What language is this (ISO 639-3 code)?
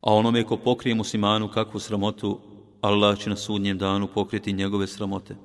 bos